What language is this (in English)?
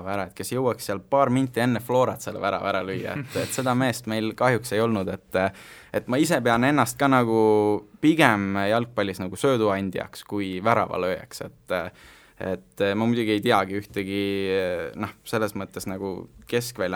Estonian